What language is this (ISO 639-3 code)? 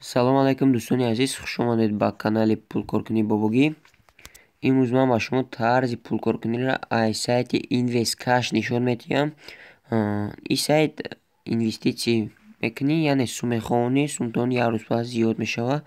tgk